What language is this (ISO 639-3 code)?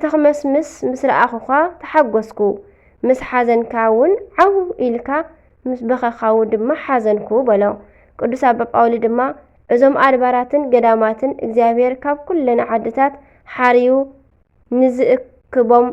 tir